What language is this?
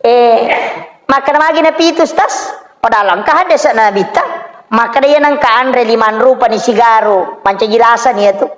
Buginese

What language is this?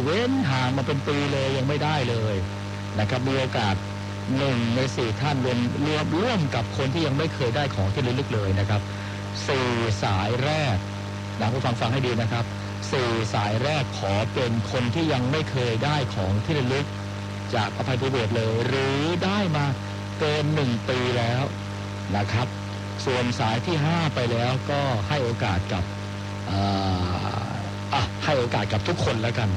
Thai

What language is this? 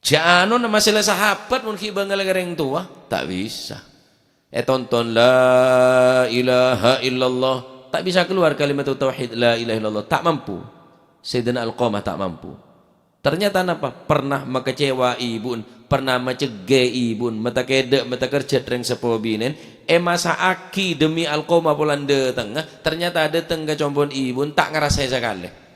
Madurese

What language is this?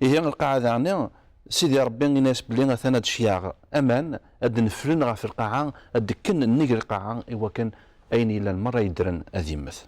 Kabyle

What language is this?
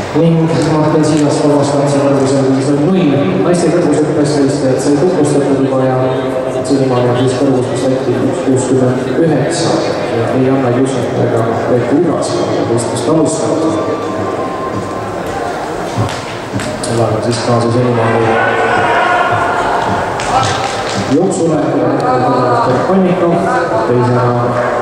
Estonian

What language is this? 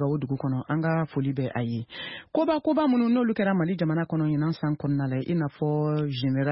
Bambara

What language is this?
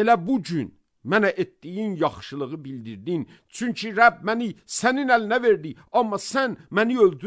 Azerbaijani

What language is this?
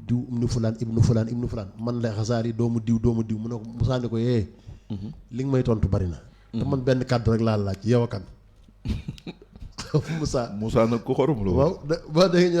Wolof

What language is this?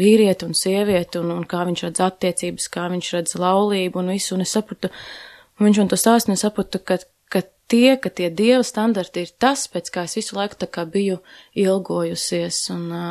Latvian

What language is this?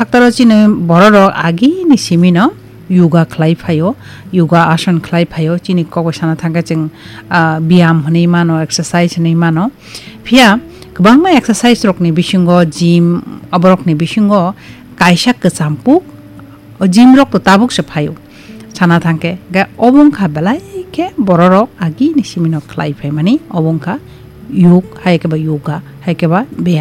Kok Borok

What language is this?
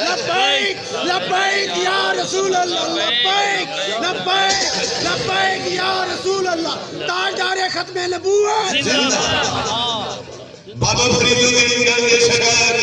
Saraiki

